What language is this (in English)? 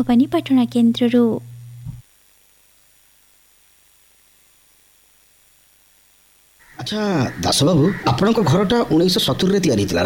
Odia